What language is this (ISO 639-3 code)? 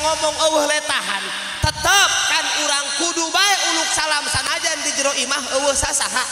sun